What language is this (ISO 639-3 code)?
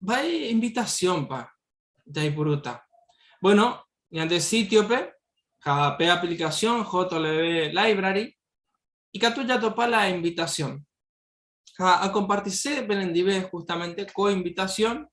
grn